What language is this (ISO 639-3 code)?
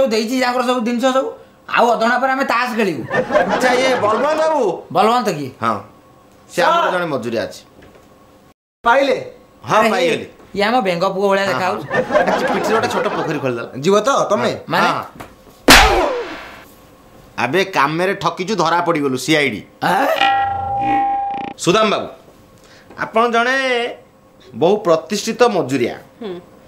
ori